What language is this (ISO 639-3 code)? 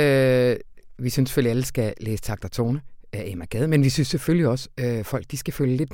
dan